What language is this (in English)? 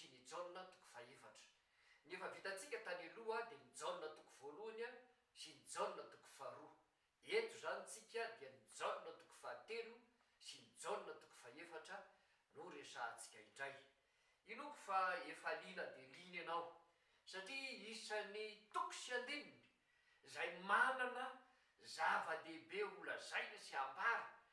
Malagasy